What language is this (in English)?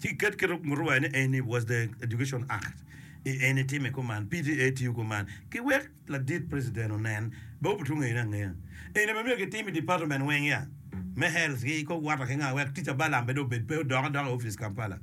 Acoli